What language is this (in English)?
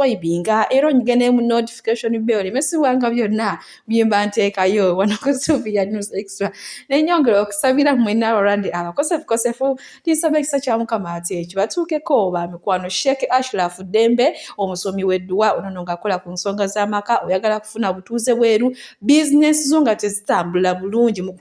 Ganda